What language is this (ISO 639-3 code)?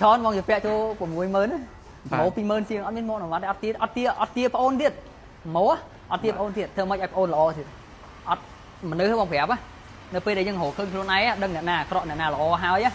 khm